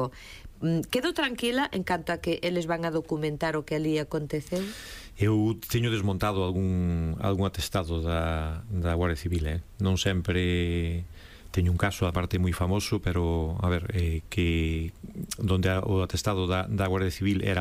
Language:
Galician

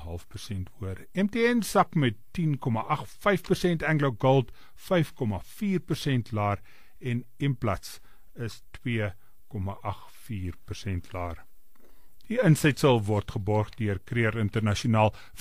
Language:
Afrikaans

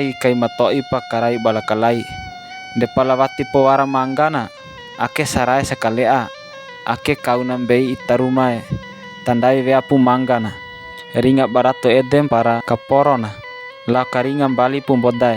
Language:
Bima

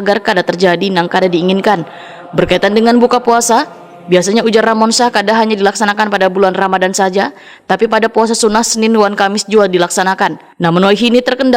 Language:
Banjar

